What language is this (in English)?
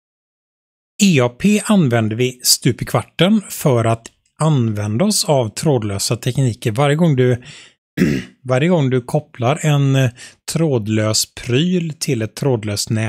Swedish